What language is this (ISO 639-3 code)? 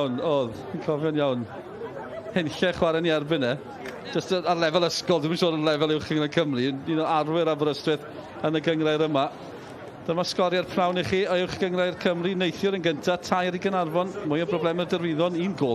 cym